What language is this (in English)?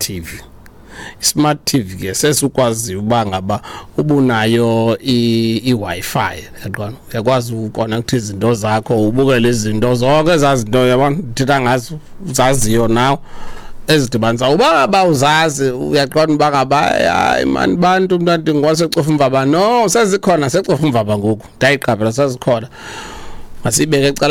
Xhosa